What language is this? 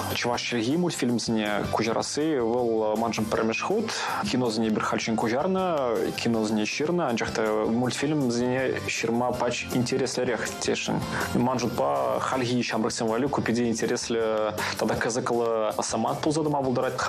Chuvash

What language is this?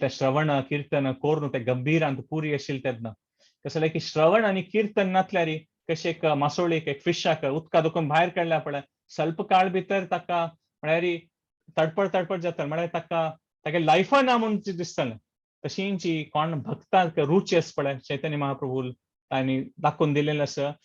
Konkani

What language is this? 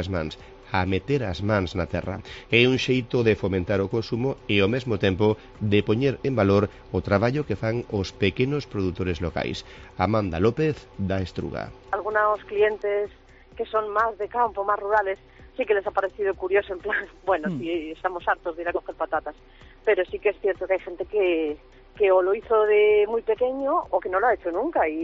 Galician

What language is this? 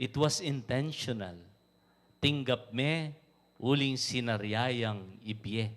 Pampanga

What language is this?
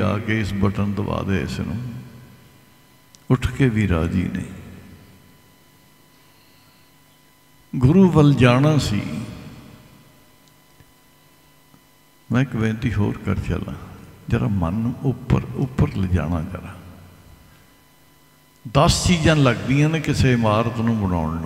Punjabi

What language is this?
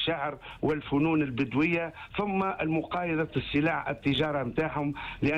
Tunisian Arabic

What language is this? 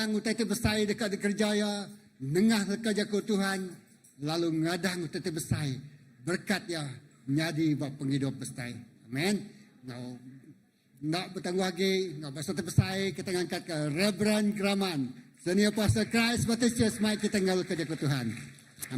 Iban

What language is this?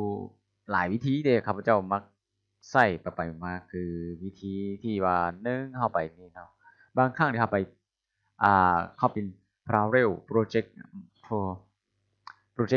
Lao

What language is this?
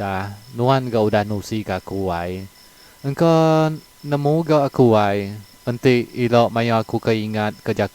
Iban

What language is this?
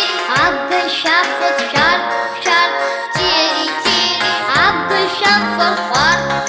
Abkhazian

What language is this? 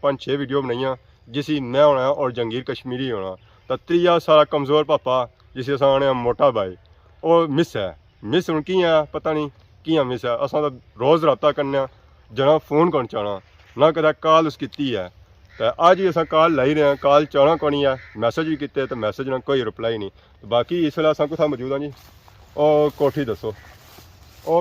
Pahari-Potwari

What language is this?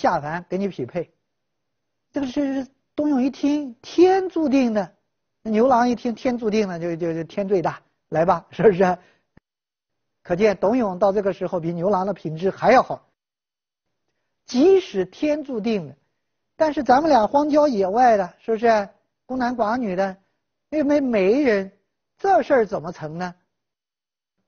Chinese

